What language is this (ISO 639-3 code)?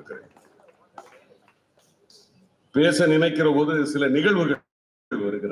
tam